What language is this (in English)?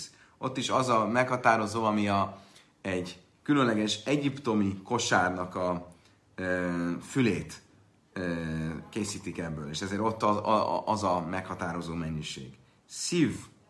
Hungarian